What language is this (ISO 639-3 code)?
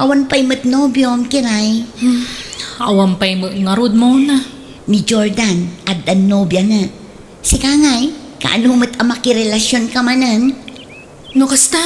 ilo